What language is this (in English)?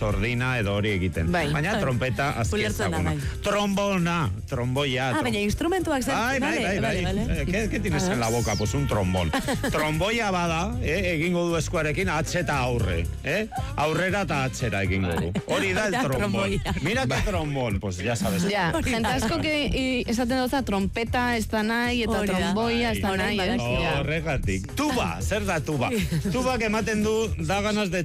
Basque